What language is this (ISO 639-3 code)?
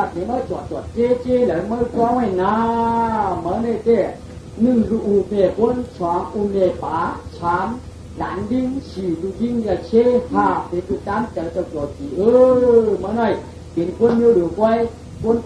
shn